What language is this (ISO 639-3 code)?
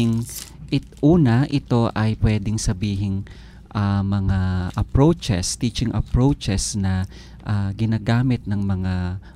fil